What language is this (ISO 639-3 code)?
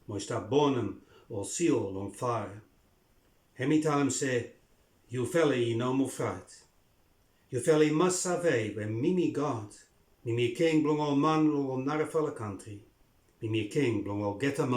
bis